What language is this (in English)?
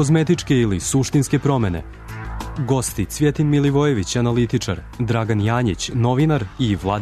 Serbian